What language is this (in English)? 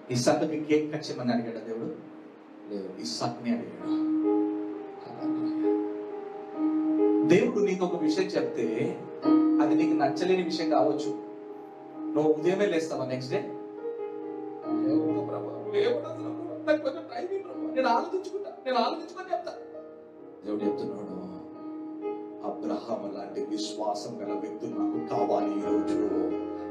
Telugu